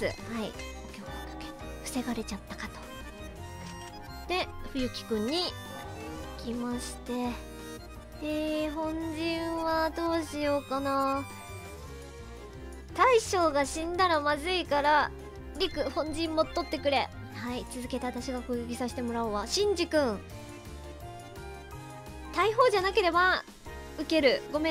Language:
Japanese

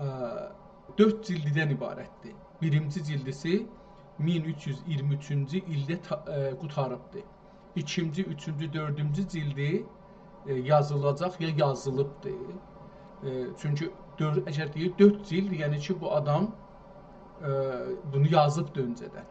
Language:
South Azerbaijani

